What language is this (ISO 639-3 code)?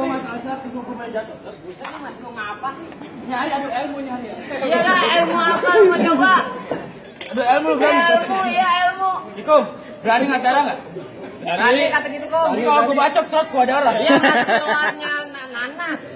bew